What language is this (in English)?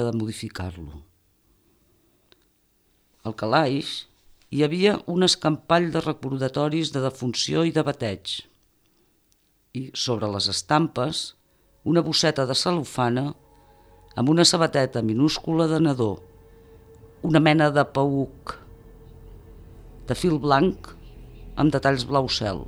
Catalan